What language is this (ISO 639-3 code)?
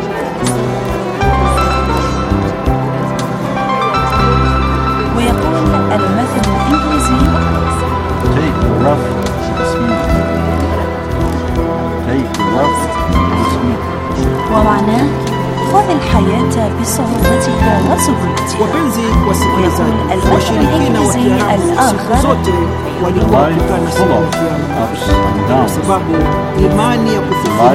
swa